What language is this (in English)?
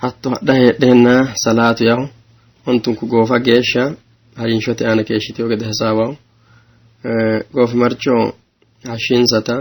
Sidamo